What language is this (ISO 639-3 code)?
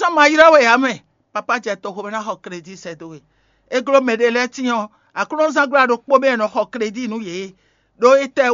fon